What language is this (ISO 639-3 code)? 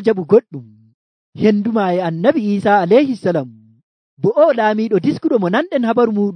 fuv